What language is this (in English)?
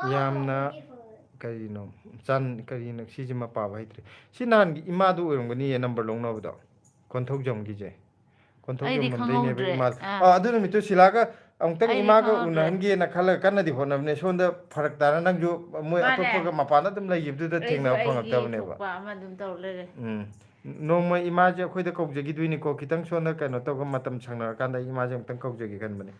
Manipuri